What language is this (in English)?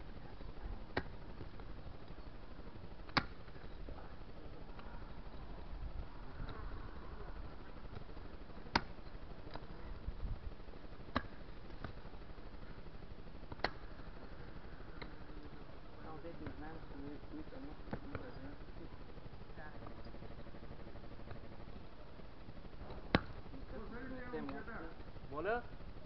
Bulgarian